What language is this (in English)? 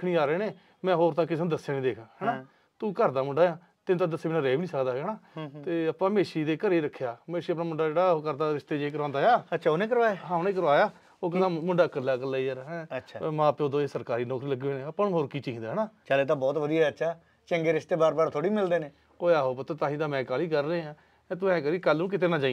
Punjabi